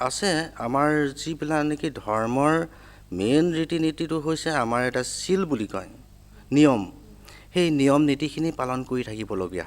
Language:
Assamese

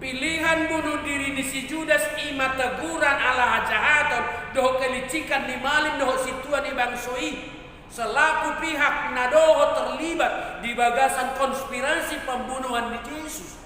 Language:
Batak Toba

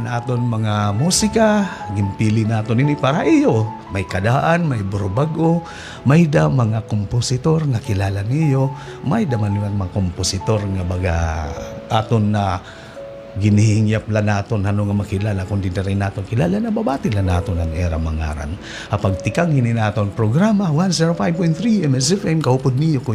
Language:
Waray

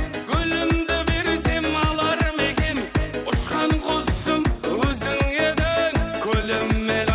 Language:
Kara-Kalpak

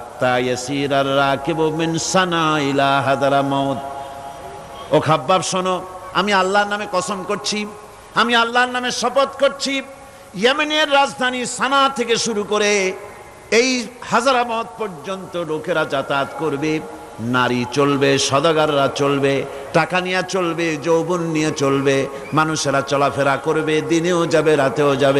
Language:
Bangla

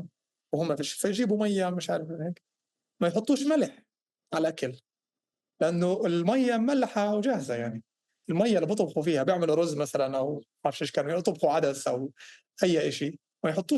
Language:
North Levantine Arabic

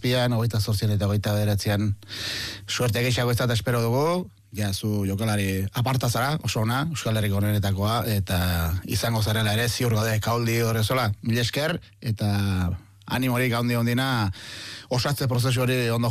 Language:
Basque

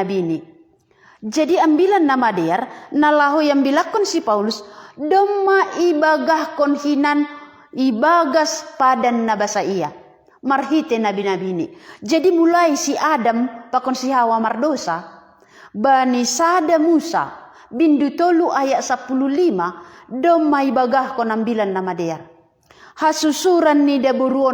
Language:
Batak Simalungun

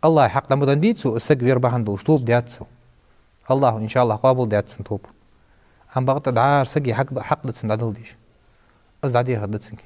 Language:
Ingush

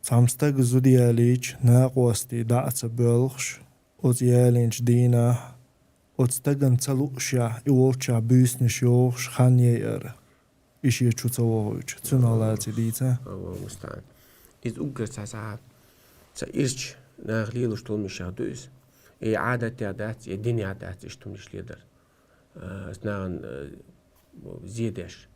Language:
Chechen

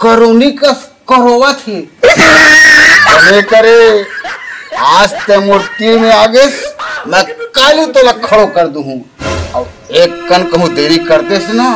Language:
Chhattisgarhi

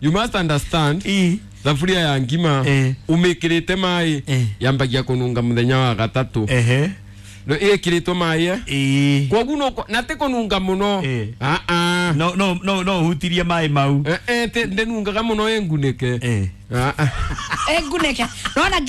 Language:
Kikuyu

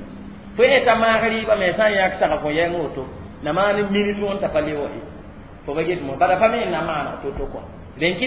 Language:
Mossi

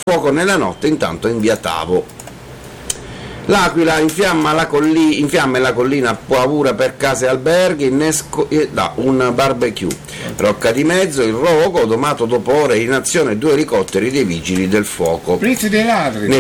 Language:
Italian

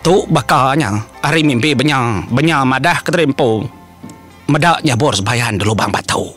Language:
Iban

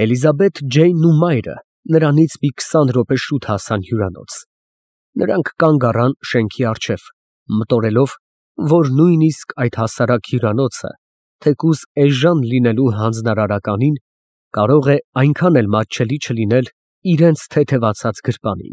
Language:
Armenian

